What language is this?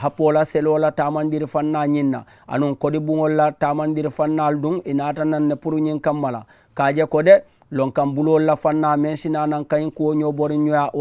Mandingo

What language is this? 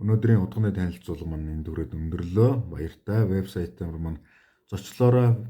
Mongolian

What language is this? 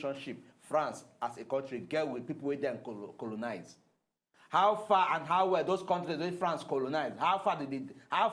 Nigerian Pidgin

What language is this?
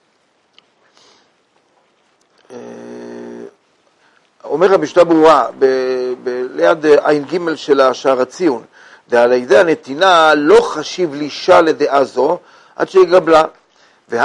Hebrew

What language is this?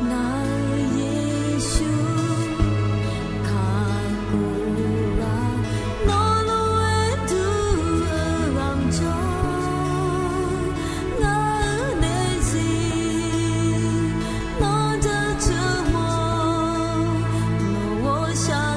Akha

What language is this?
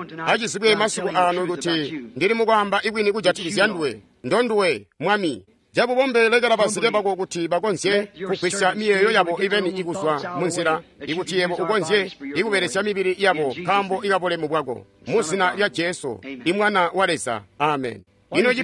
Tonga (Zambia)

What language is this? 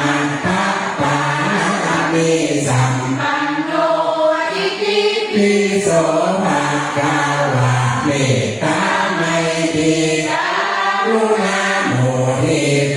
Pali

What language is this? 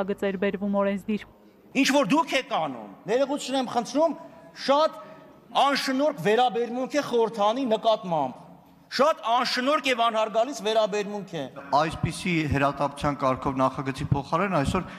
Armenian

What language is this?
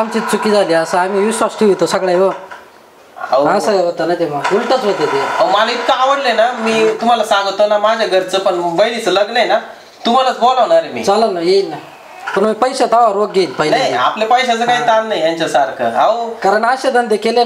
Marathi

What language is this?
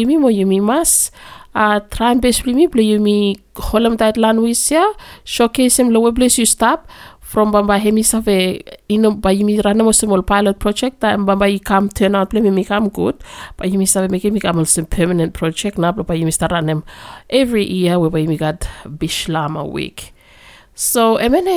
Bislama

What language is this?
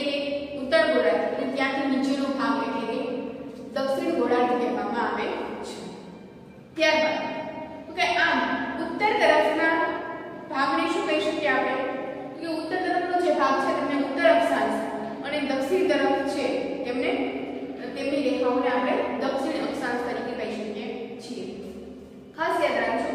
Gujarati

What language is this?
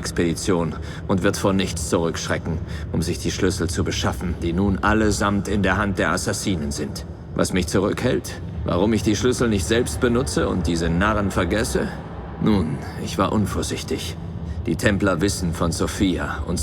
Bavarian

